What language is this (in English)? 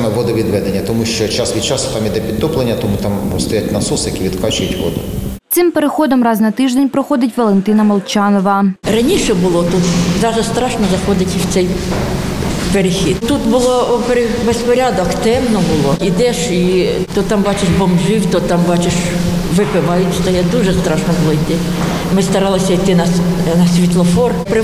Ukrainian